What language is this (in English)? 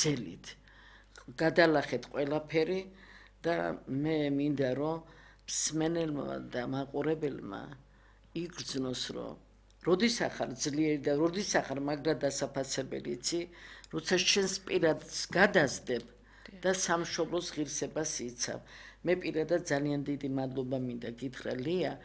Georgian